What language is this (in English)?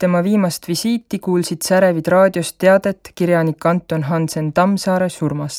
Estonian